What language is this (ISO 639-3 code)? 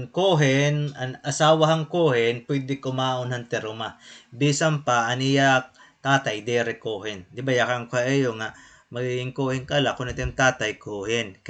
war